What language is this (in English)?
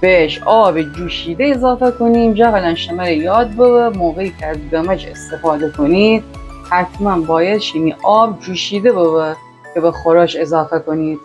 Gilaki